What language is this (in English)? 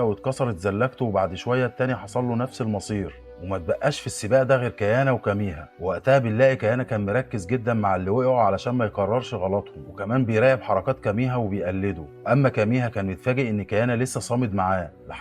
Egyptian Arabic